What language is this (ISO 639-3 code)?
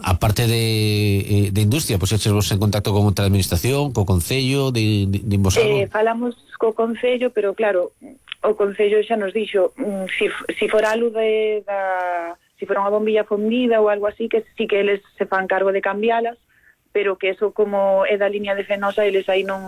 glg